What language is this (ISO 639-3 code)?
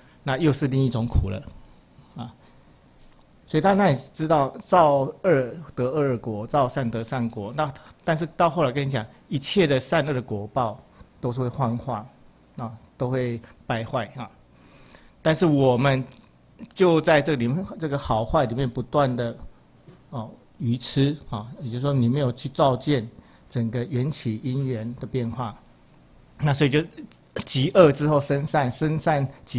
zho